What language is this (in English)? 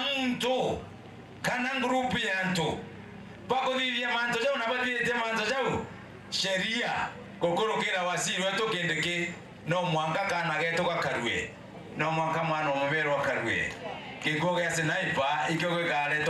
Meru